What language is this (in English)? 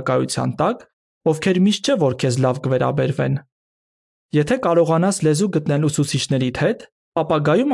Armenian